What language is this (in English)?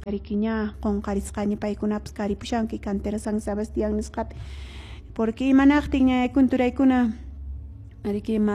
Quechua